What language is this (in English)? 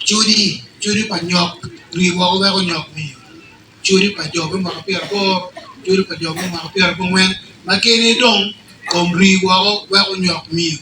Acoli